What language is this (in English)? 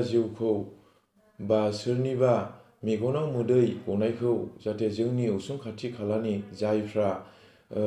Bodo